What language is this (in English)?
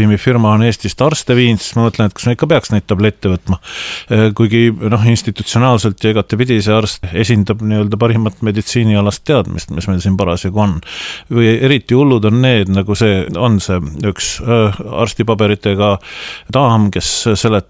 Estonian